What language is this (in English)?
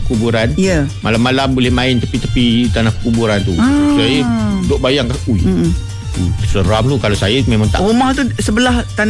Malay